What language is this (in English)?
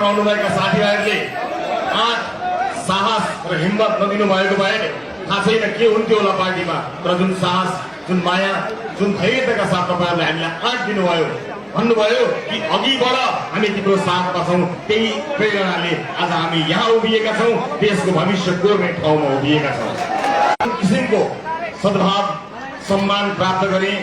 Nepali